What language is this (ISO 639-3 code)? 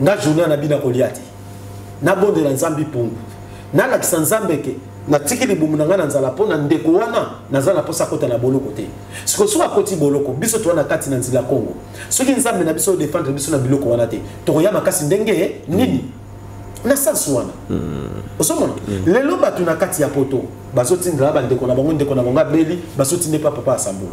lin